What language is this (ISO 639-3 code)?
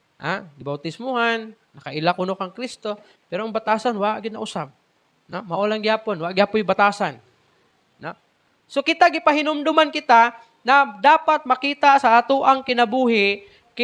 ceb